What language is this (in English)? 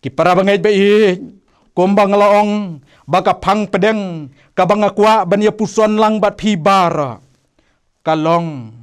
Khasi